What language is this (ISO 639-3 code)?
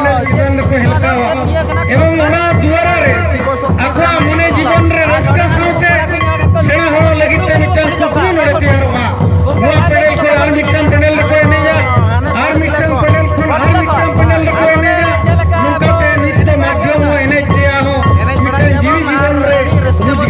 sat